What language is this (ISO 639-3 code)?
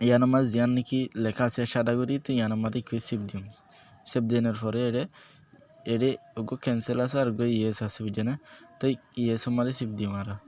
rhg